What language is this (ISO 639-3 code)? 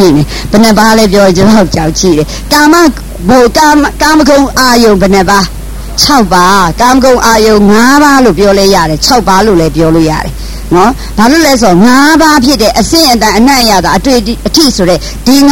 mya